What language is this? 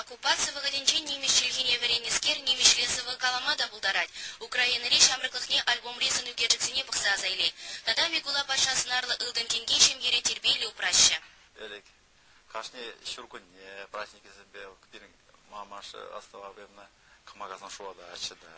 Chuvash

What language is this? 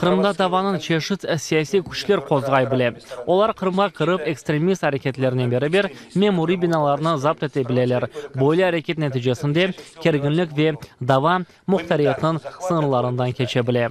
Crimean Tatar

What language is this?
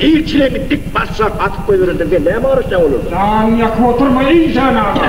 Turkmen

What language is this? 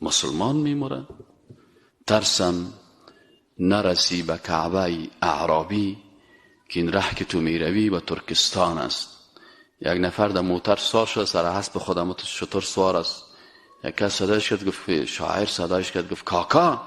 Persian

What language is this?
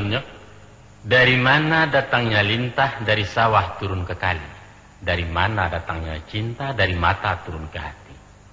Minangkabau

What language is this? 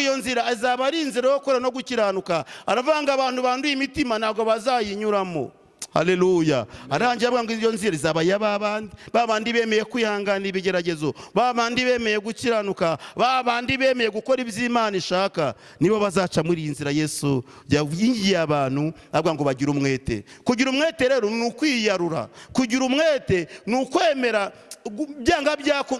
Kinyarwanda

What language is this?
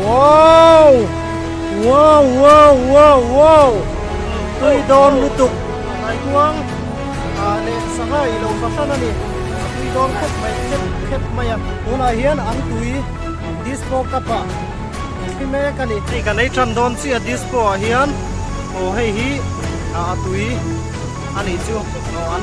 Mizo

